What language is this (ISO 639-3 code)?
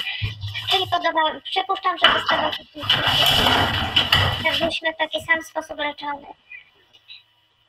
pol